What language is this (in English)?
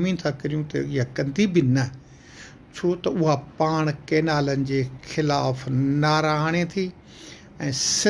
Sindhi